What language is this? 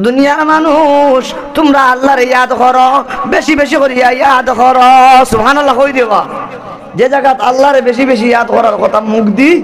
Sylheti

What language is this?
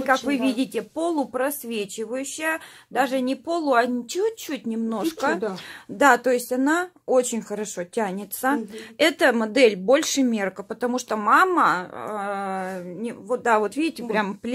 Russian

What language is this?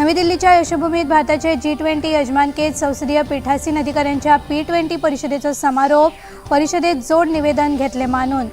Konkani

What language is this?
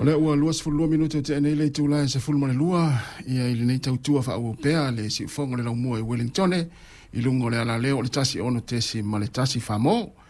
Samoan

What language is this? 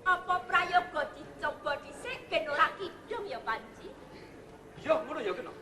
Javanese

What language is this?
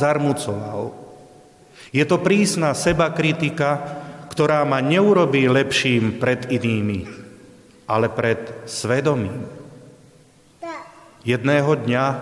Slovak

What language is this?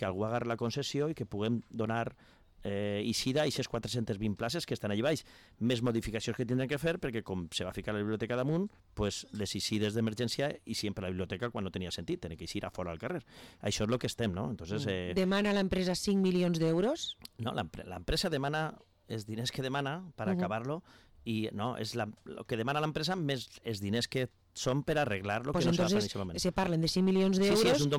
Catalan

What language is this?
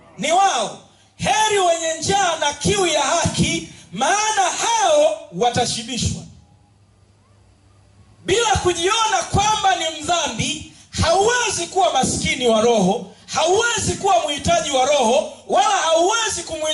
Swahili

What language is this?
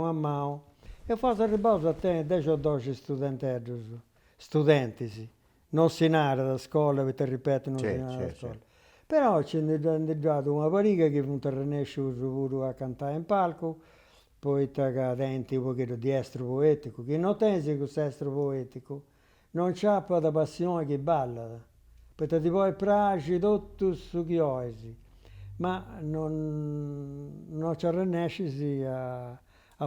Sardinian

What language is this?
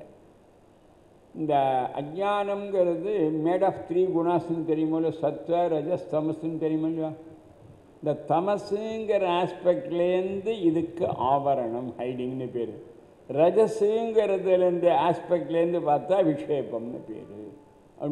Tamil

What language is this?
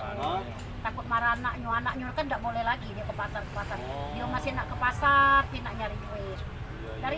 Musi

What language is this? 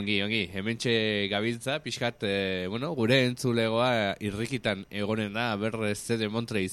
Basque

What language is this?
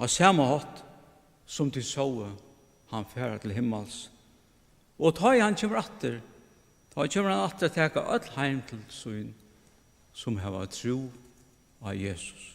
Faroese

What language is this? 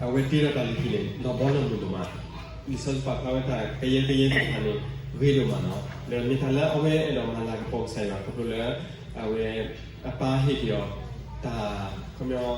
S'gaw Karen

